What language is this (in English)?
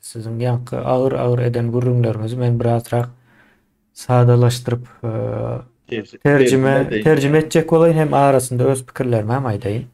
Turkmen